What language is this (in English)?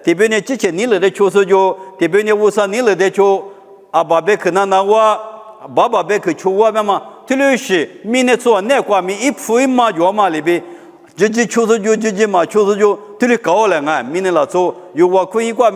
Lisu